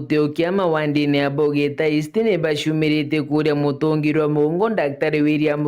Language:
Meru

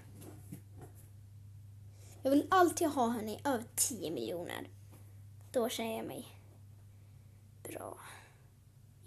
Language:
Swedish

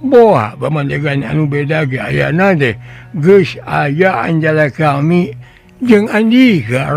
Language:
Sundanese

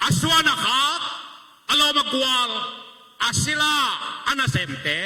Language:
Tedim Chin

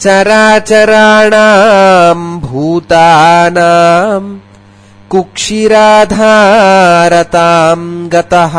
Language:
Sanskrit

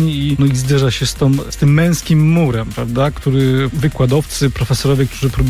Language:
Polish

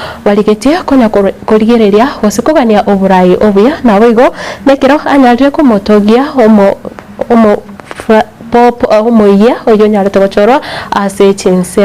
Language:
Gusii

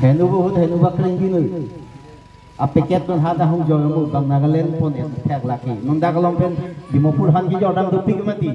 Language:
Karbi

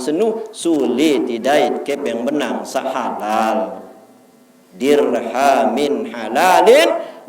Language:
Sasak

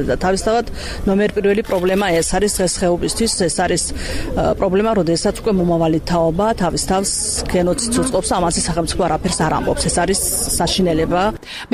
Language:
Georgian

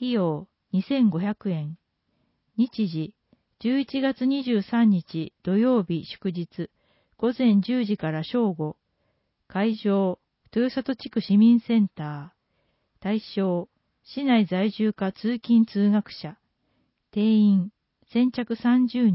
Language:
Japanese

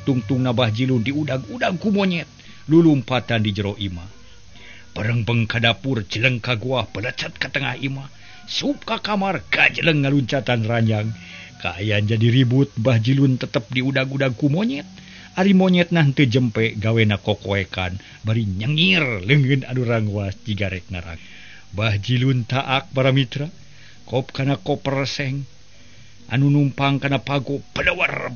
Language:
Sundanese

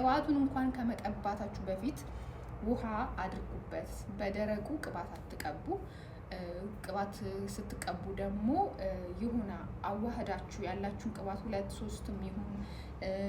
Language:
Amharic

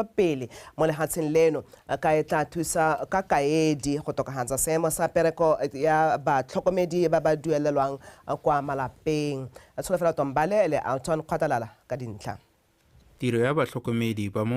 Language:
Tswana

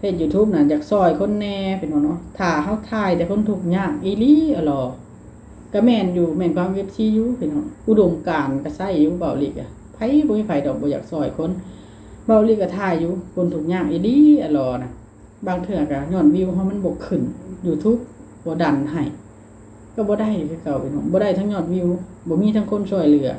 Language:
Lao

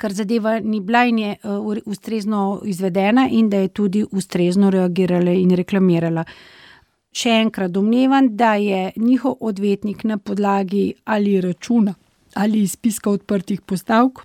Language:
Slovenian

